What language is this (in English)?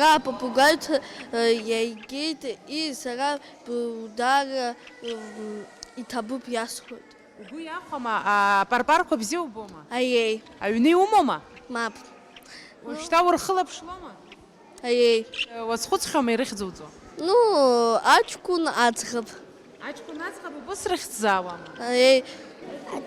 Abkhazian